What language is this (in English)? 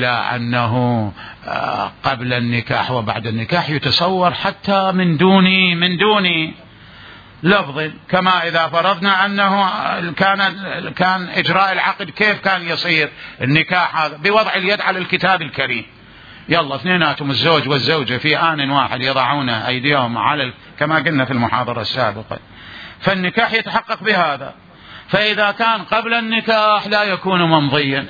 Mesopotamian Arabic